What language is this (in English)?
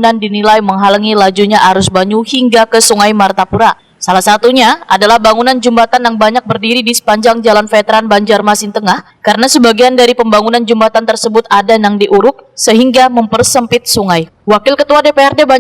Banjar